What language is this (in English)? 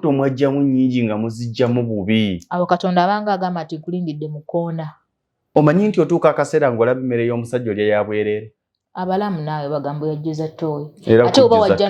Ganda